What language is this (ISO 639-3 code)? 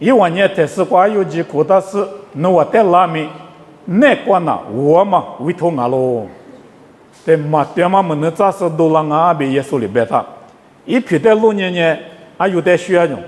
lis